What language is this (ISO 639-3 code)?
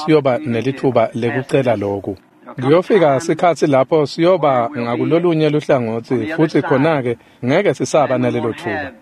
ssw